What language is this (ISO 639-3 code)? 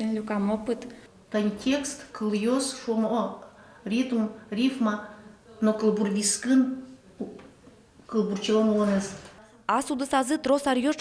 udm